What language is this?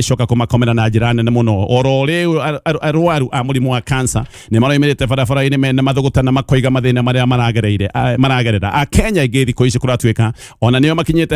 Kikuyu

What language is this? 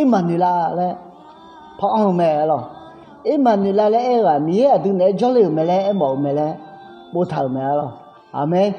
Akha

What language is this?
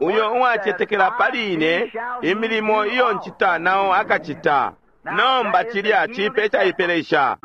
Bemba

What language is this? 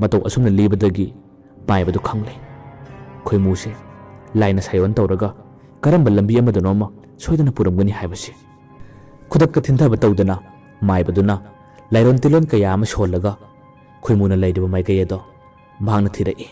Manipuri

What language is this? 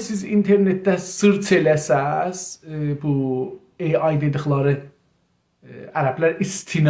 South Azerbaijani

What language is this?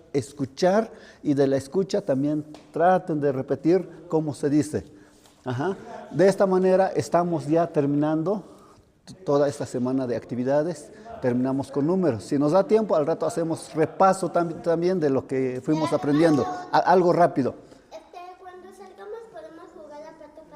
Tlahuitoltepec Mixe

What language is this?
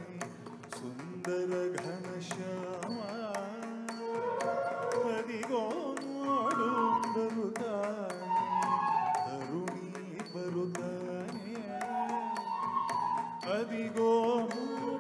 Kannada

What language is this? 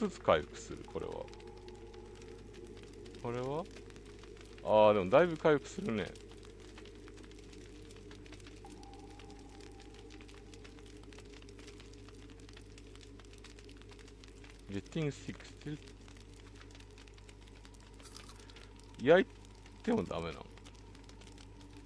Japanese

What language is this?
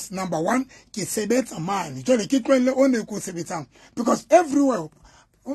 Southern Sotho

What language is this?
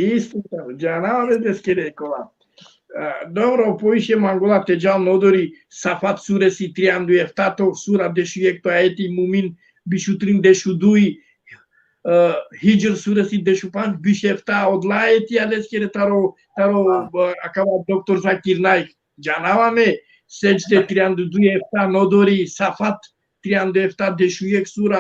Balkan Romani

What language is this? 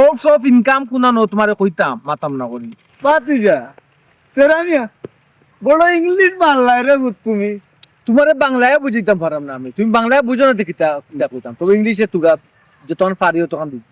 Sylheti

